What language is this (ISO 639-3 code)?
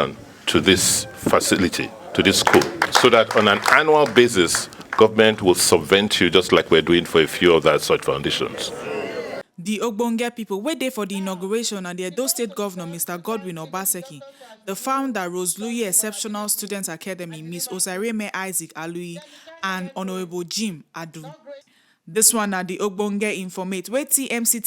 pcm